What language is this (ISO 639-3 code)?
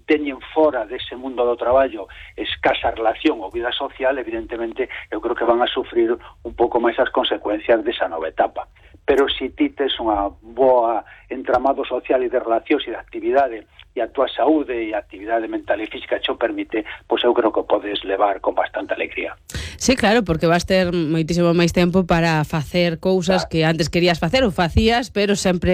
glg